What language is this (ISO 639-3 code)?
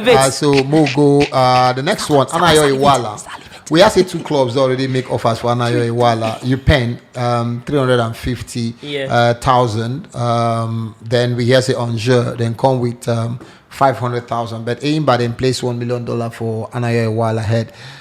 pcm